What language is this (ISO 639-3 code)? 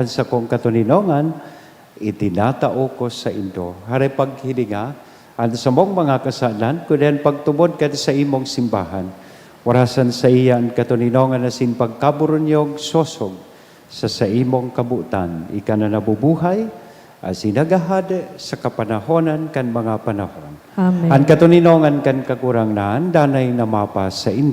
bik